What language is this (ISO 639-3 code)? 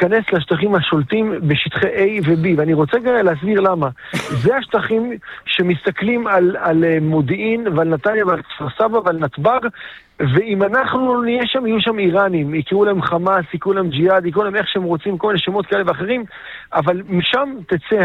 heb